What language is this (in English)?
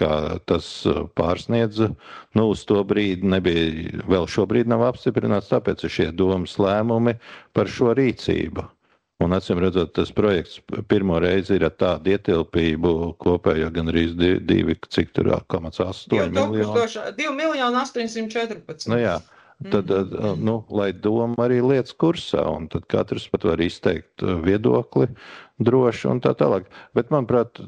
Latvian